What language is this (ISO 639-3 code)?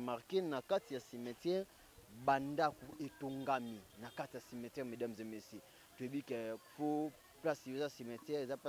lin